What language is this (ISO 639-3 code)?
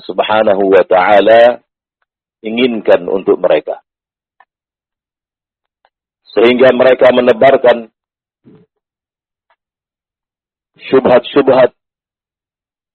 ind